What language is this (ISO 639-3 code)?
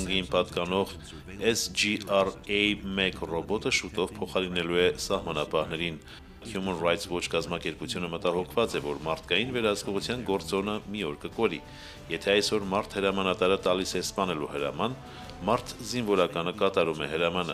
hye